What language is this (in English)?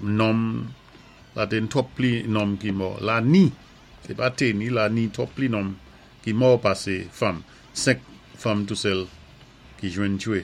Saint Lucian Creole French